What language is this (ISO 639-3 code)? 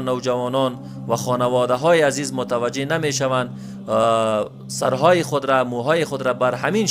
fas